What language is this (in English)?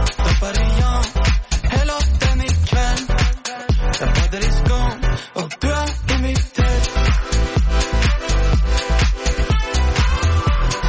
Norwegian